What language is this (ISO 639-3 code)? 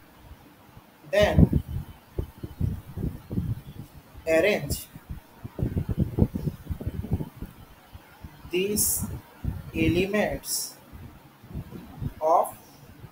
ben